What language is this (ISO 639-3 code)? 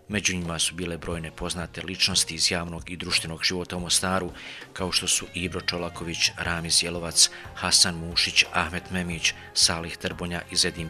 bos